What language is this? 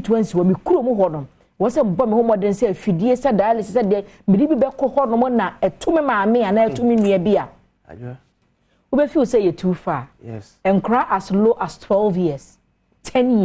Akan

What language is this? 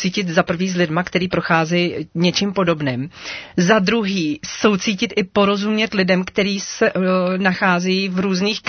Czech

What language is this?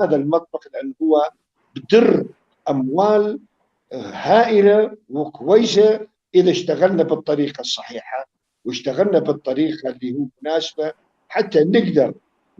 North Levantine Arabic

